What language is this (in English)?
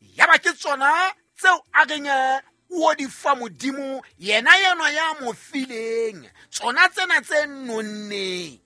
Southern Sotho